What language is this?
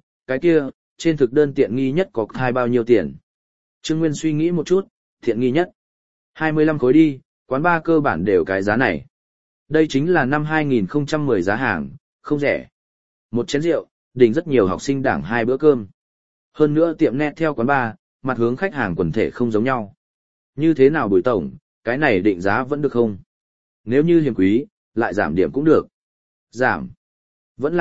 Vietnamese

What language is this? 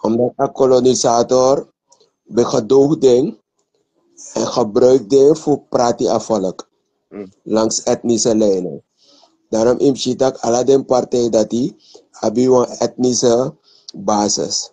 Sranan Tongo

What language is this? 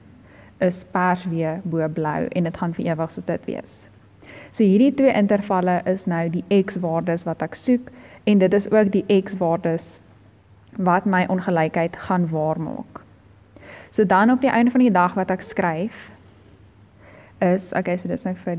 Afrikaans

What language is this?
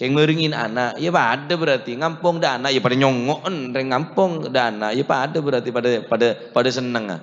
Madurese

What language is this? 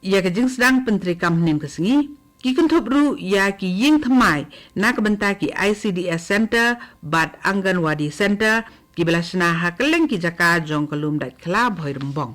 Khasi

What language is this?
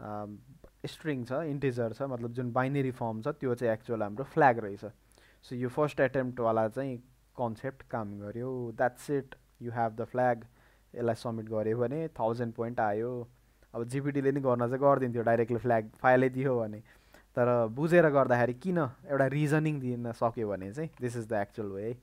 Nepali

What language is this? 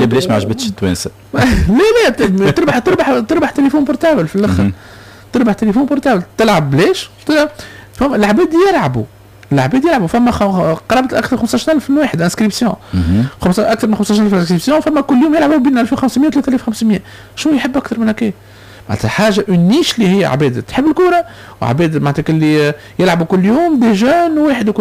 Tunisian Arabic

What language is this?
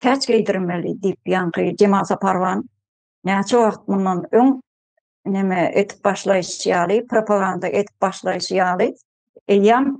Turkmen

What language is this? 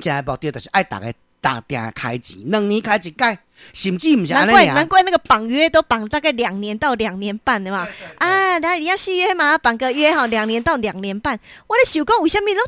Min Nan Chinese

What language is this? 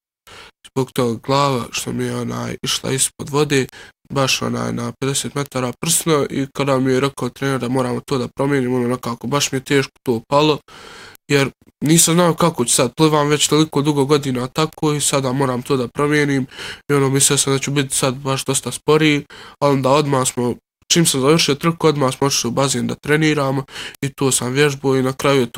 Bosnian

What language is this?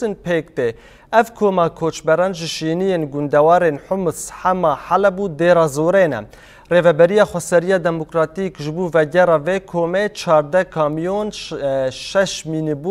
Kurdish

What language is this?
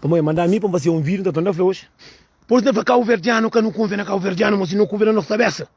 Kabuverdianu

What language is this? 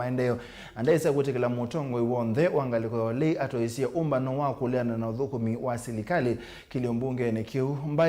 Kamba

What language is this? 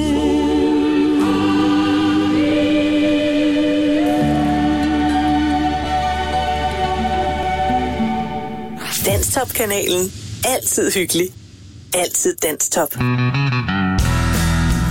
Danish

